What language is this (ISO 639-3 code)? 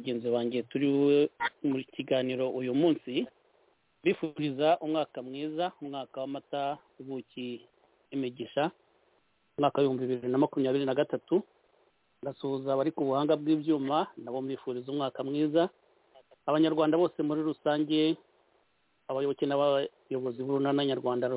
kin